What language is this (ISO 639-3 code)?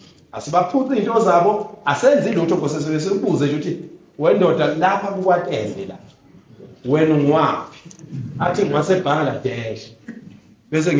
zul